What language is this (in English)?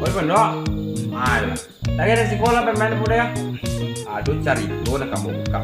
Minangkabau